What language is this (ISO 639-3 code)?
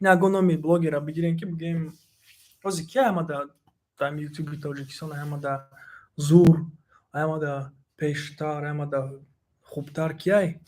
tgk